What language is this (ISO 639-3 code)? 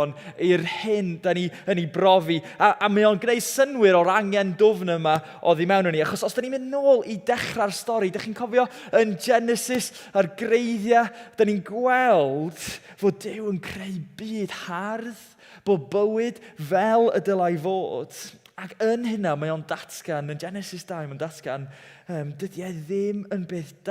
cym